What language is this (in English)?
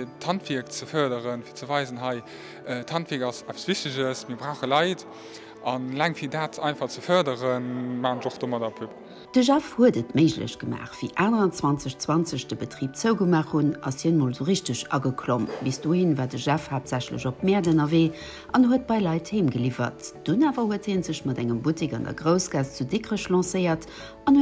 Luxembourgish